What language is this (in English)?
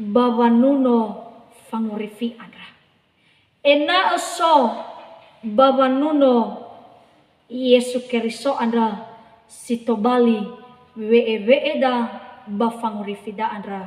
Nias